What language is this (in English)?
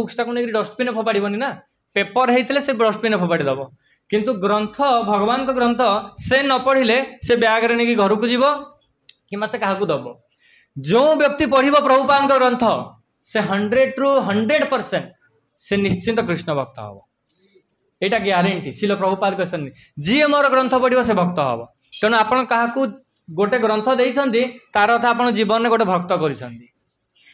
Odia